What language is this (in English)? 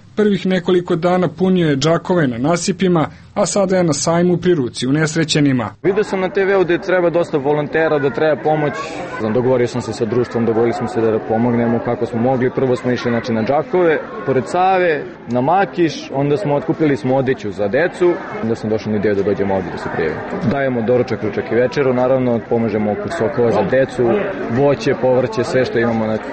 Serbian